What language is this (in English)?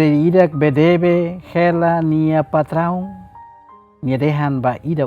Tetum